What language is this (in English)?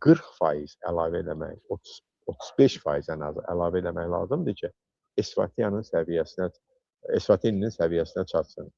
Azerbaijani